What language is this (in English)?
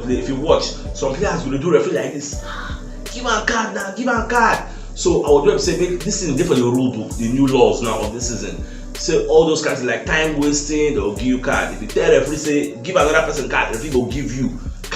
Nigerian Pidgin